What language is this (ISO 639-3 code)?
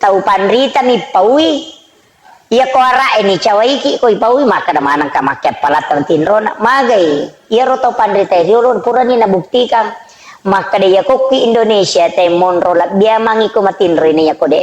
bug